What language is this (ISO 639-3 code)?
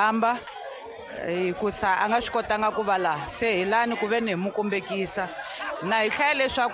tso